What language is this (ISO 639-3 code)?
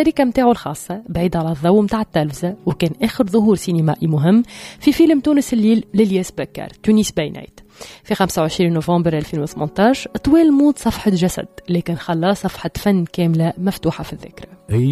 aeb